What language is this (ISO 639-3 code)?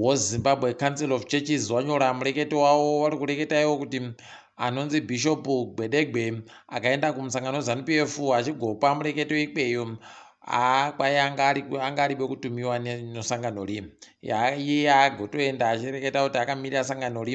ndc